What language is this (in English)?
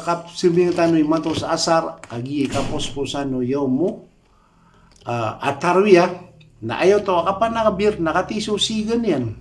Maranao